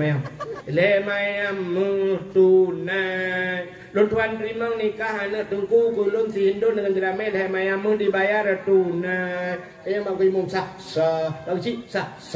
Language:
Achinese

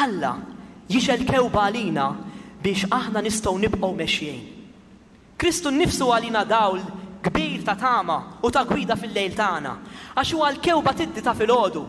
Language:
Maltese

